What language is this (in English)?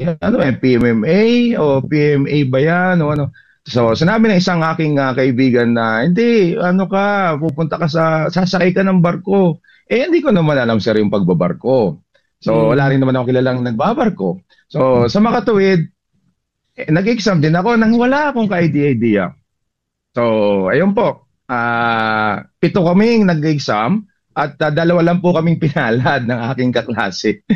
Filipino